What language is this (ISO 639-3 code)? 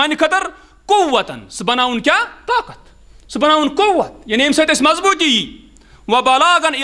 kas